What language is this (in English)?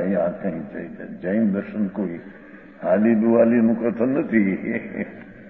Gujarati